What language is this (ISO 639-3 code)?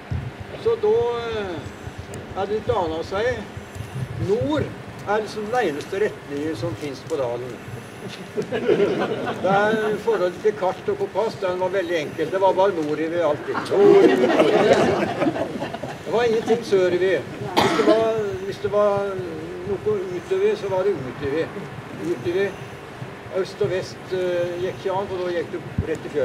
nor